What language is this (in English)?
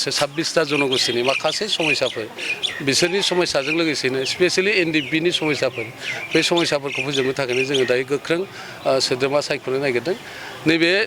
Bodo